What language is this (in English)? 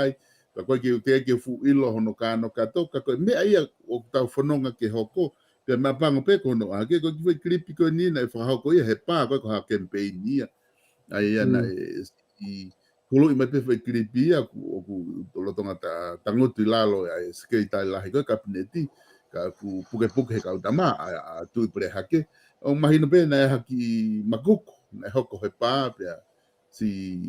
Tongan